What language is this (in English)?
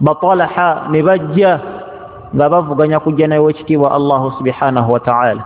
Ganda